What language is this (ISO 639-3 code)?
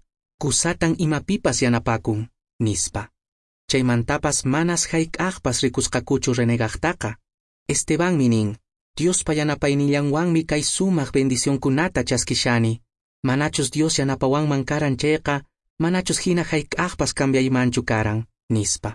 que